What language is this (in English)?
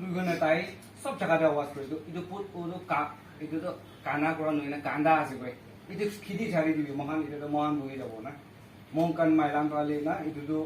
Naga Pidgin